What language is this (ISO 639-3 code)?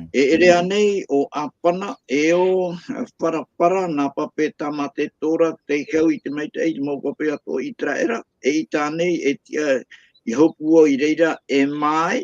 tah